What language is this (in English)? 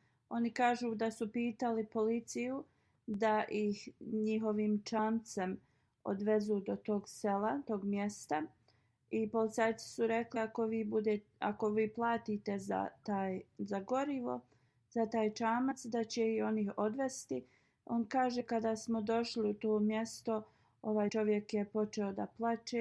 Bosnian